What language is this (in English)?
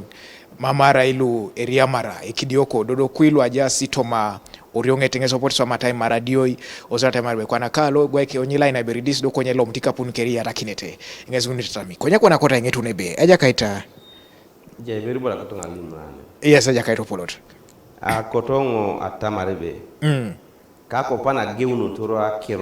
Teso